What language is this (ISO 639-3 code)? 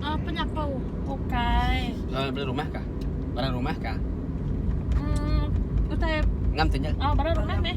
iba